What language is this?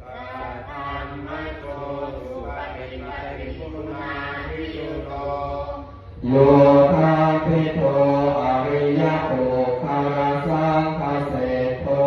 Pali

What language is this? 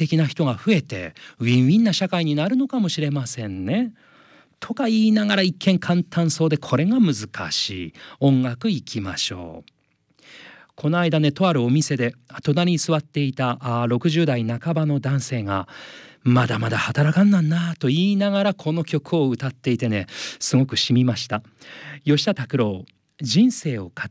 Japanese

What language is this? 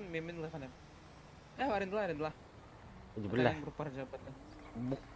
Yakut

